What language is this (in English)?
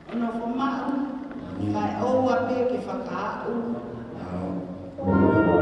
Tongan